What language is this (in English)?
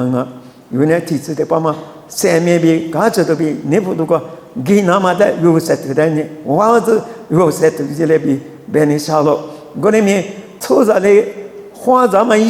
Lisu